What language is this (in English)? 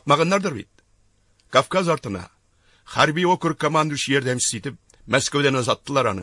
Tatar